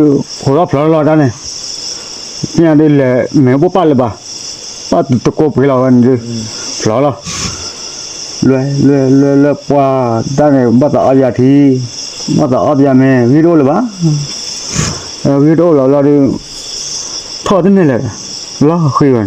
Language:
S'gaw Karen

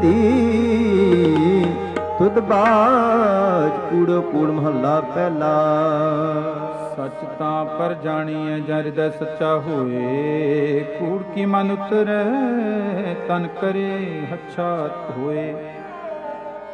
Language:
Punjabi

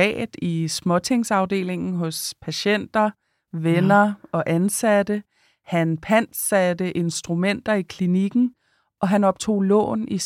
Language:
Danish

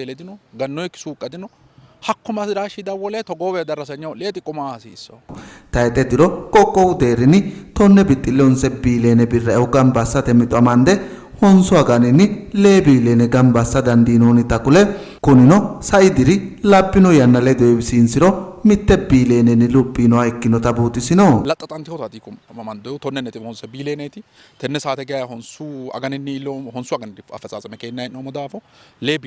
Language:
Sidamo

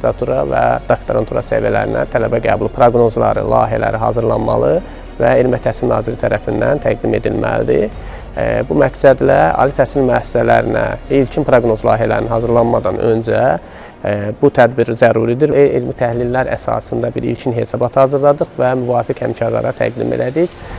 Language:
Azerbaijani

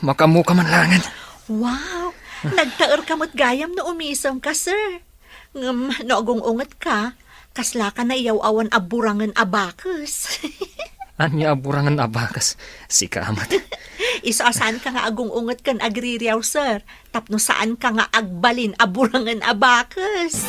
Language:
Iloko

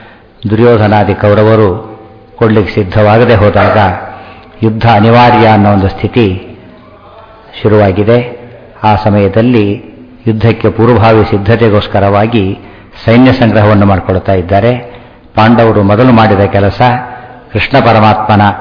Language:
Kannada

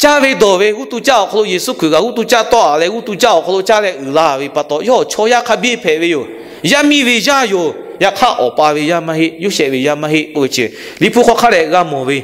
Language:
Lahu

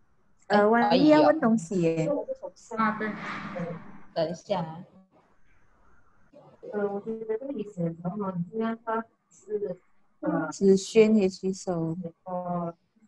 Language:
Chinese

